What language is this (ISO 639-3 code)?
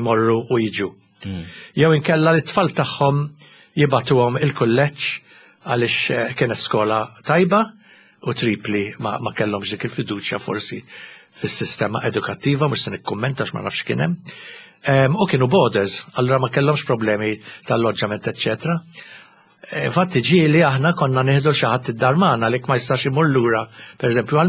mlt